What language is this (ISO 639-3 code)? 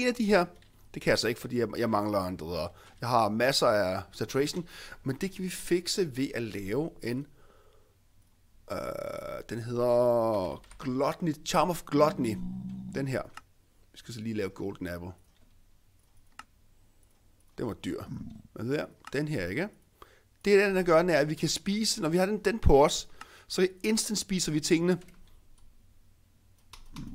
dan